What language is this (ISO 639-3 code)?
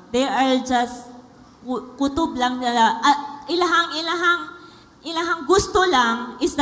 ceb